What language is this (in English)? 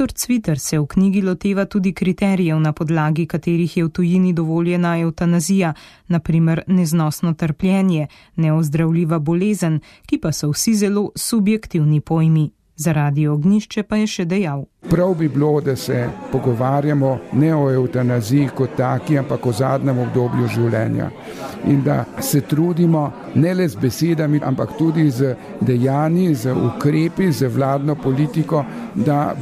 Slovenian